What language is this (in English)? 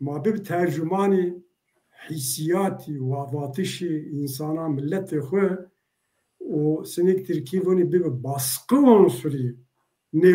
Zaza